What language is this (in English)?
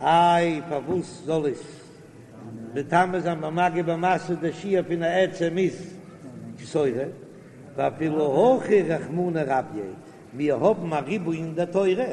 Yiddish